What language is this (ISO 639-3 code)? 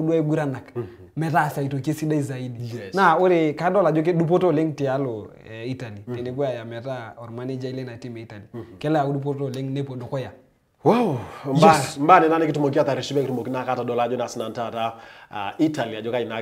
mas